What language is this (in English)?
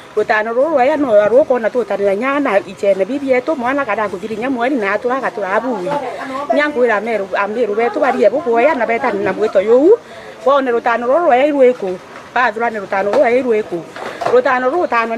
Meru